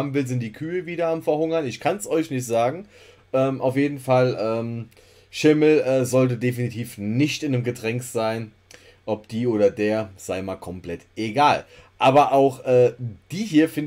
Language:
German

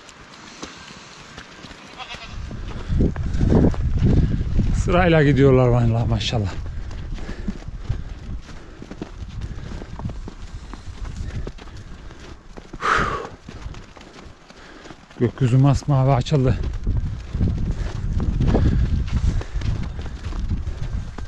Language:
Turkish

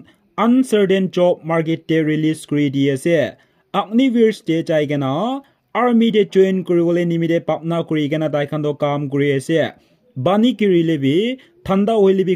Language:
Naga Pidgin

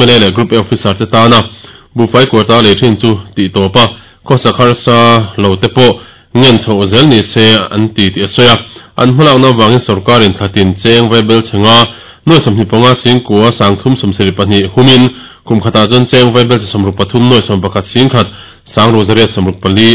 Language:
Mizo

